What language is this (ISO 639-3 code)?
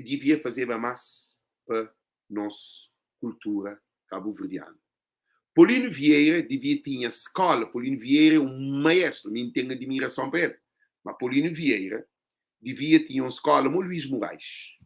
kea